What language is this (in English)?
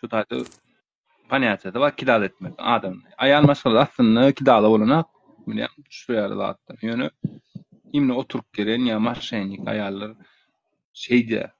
Turkmen